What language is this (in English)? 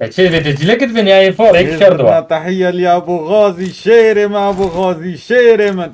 Kurdish